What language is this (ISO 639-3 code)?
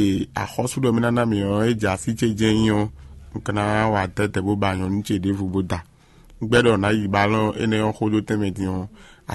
fon